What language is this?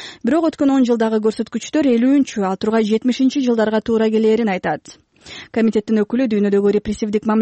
Kyrgyz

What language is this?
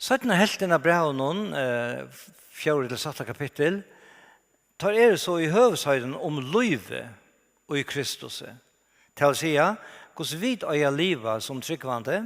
Faroese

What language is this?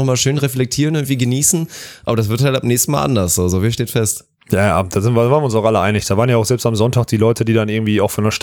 German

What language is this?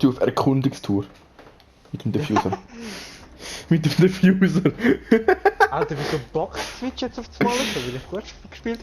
Swiss German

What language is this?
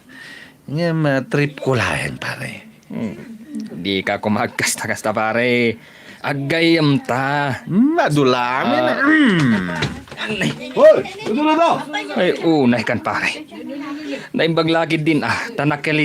Iloko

